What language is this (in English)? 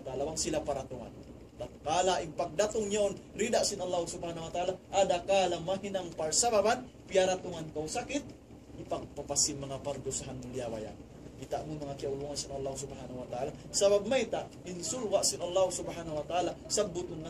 Tausug